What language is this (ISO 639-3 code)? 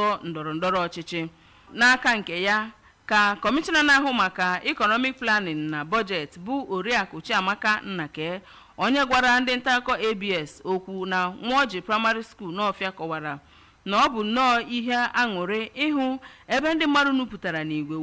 ibo